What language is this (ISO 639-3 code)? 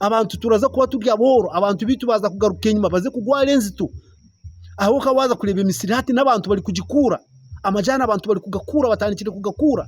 nyn